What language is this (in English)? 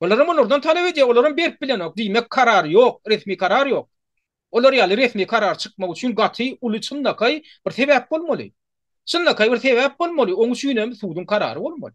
Turkmen